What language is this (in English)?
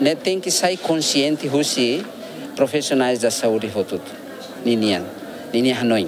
Tetum